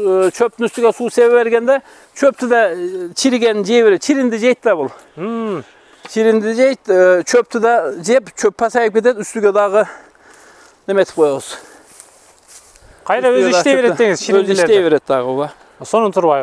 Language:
Kyrgyz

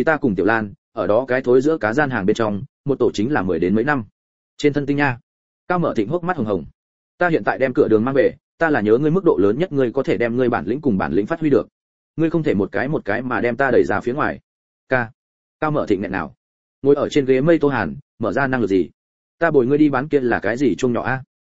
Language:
Vietnamese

